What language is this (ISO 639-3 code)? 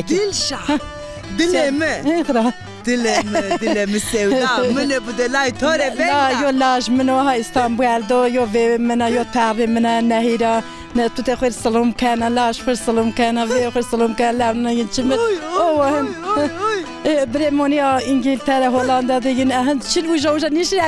zza